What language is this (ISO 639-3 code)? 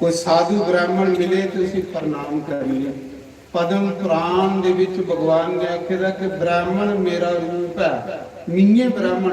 doi